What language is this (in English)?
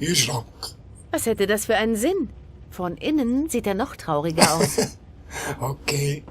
Swiss German